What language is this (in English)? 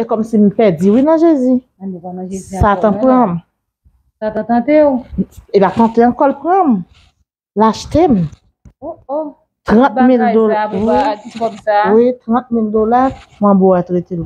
Haitian Creole